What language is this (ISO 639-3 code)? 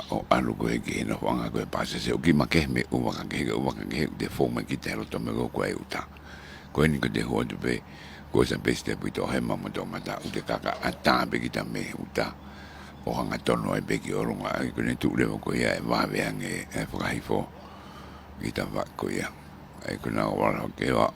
ton